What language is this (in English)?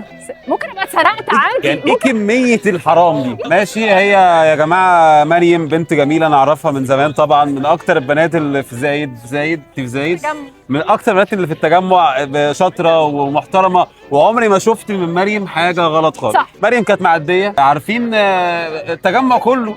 Egyptian Arabic